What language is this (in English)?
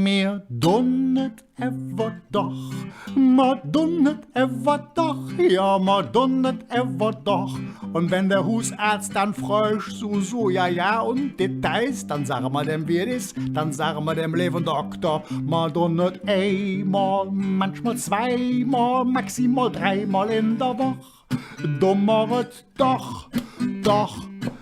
Colognian